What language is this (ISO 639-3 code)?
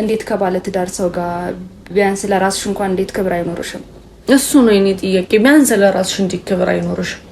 amh